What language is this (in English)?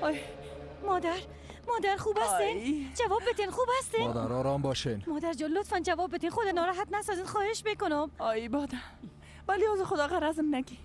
Persian